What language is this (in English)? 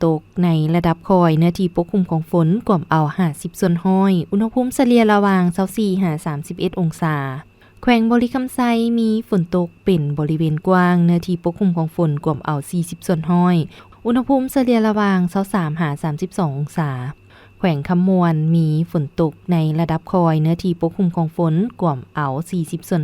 Lao